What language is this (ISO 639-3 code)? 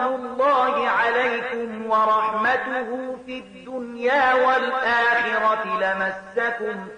pus